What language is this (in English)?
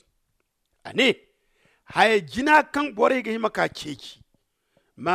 Zarma